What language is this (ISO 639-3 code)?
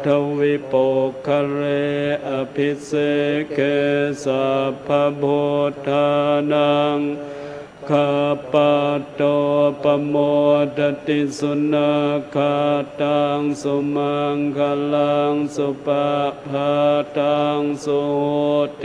pli